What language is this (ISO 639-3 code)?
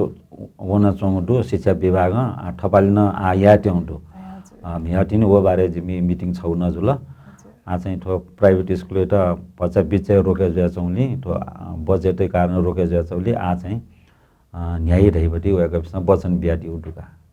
new